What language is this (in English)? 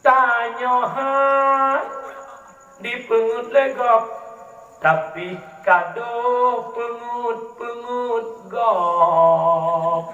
Achinese